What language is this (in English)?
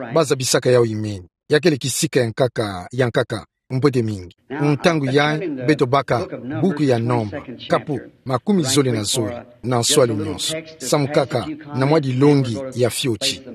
Kituba (Democratic Republic of Congo)